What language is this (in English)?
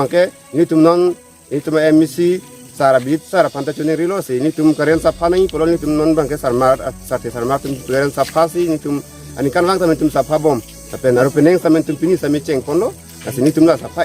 Karbi